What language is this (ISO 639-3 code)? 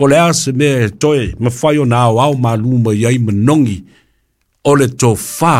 smo